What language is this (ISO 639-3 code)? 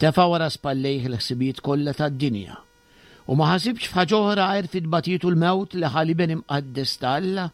mlt